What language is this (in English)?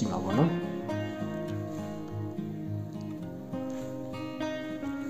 Burmese